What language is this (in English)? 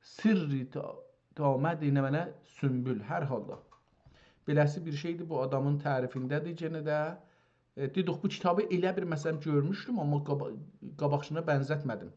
South Azerbaijani